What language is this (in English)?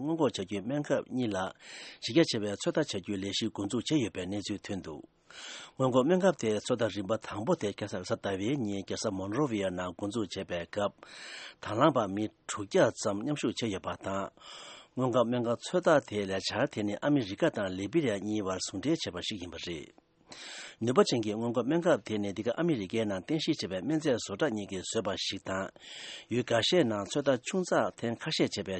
Tibetan